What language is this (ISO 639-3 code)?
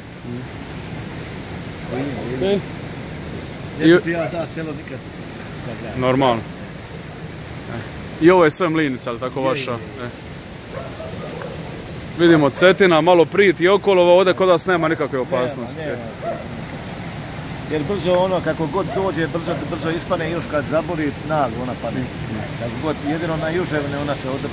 hrv